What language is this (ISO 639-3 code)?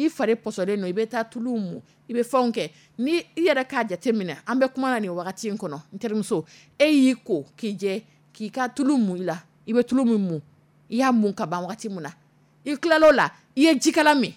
dyu